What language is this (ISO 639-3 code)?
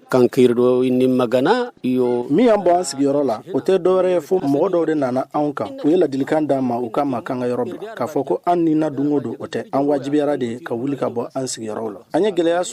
bam